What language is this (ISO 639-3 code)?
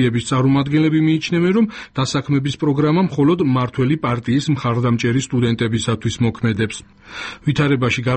kat